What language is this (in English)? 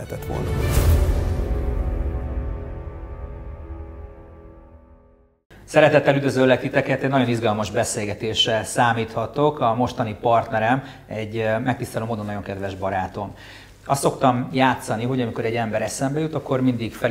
Hungarian